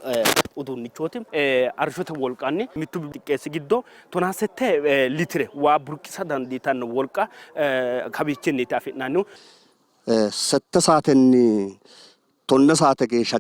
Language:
Sidamo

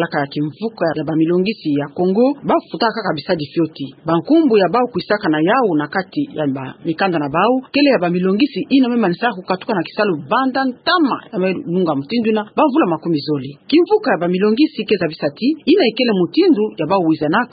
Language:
Kituba (Democratic Republic of Congo)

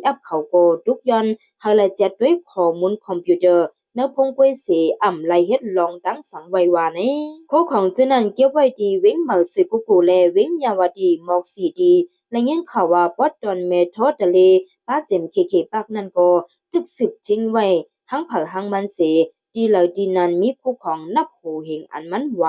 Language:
Shan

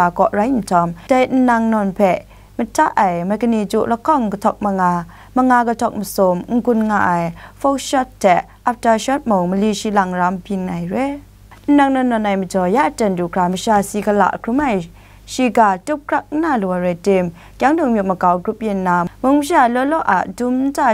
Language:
Kachin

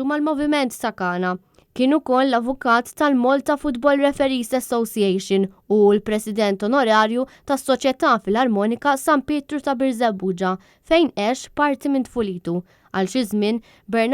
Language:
Maltese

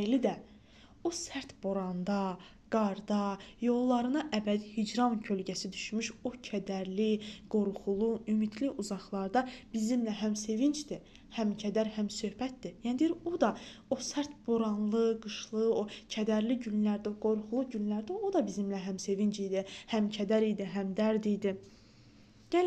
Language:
Azerbaijani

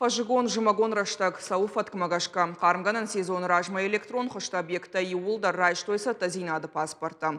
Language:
Ossetic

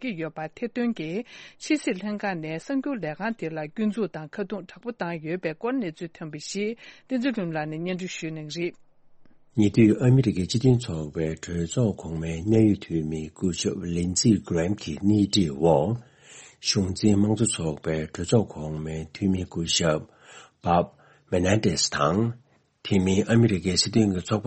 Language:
Tibetan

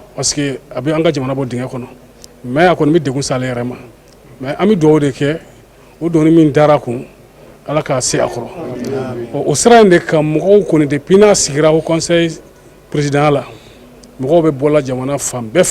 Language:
Bambara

